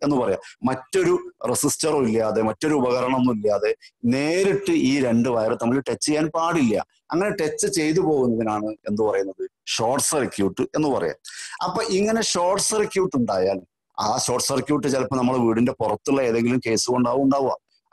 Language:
Malayalam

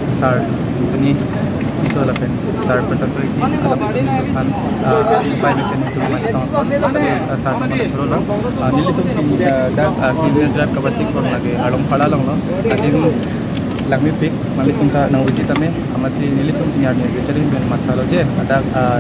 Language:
Karbi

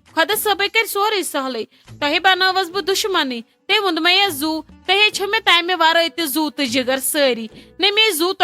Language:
Kashmiri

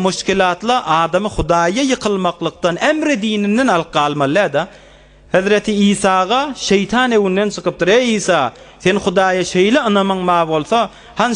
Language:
Turkmen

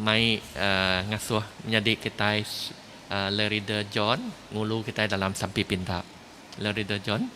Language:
Iban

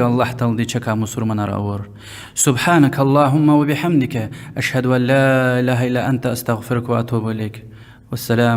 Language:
Lezghian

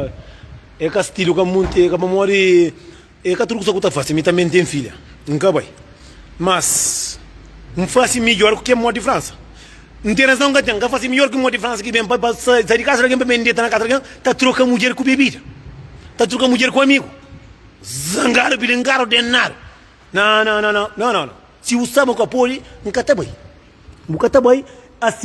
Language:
Kabuverdianu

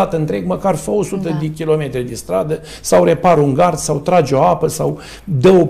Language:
Romanian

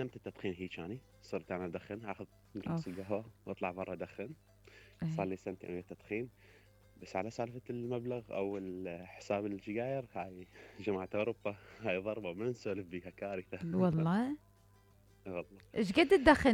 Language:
Mesopotamian Arabic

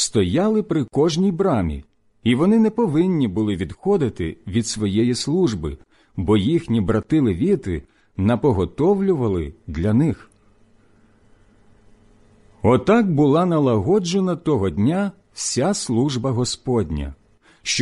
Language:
Ukrainian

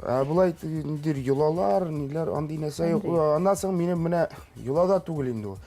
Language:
Tatar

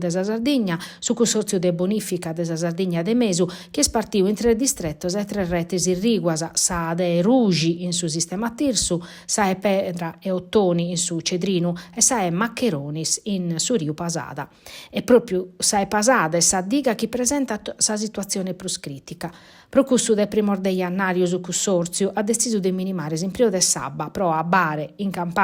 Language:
Sardinian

